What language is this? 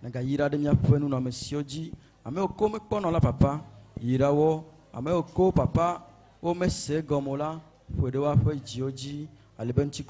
Ewe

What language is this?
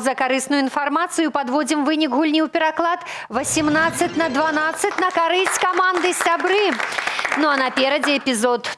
Belarusian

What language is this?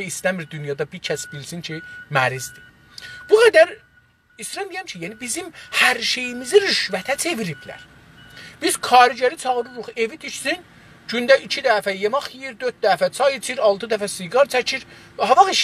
South Azerbaijani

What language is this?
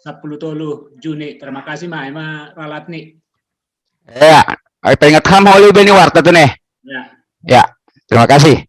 Batak Simalungun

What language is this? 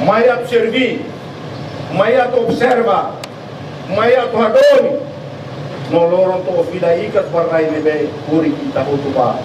Tetum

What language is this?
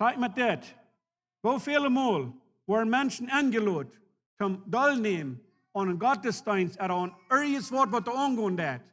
Plautdietsch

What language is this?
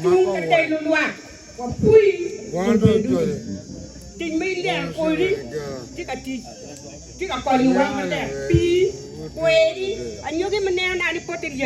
Acoli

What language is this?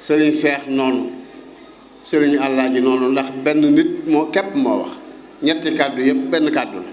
Wolof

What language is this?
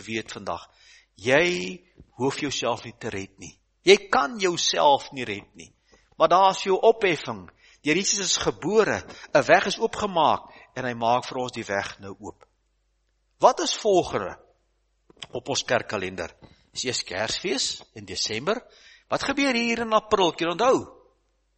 Afrikaans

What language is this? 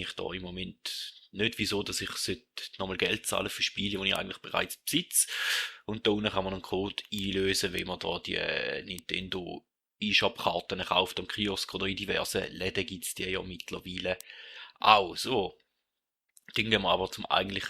Swiss German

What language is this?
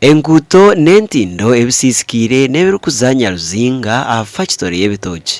Nyankole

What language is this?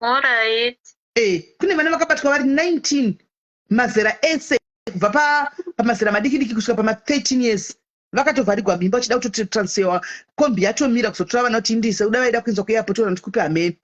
Shona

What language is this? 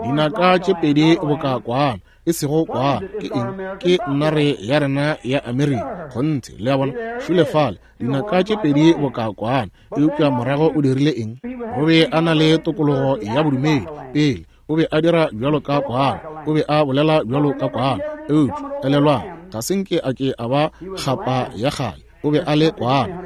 Northern Sotho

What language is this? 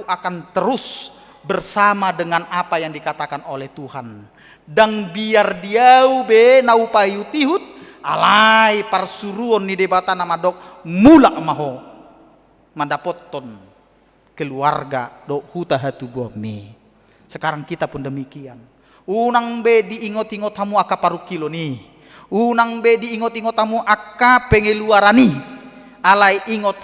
Batak Toba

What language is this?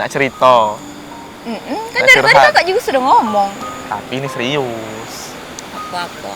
Musi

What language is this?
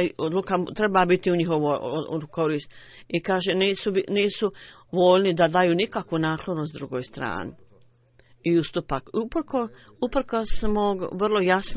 Bosnian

